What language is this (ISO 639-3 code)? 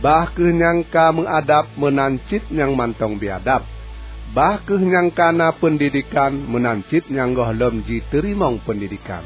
ace